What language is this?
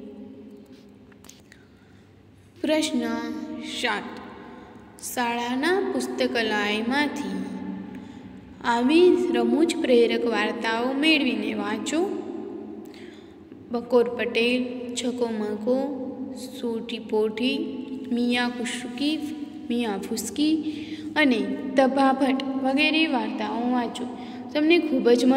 Gujarati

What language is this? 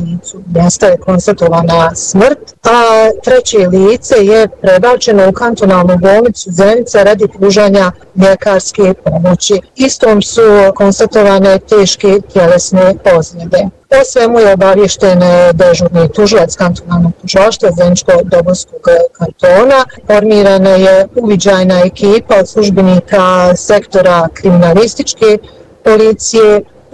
Bosnian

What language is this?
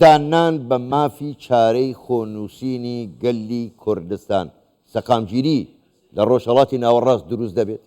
Central Kurdish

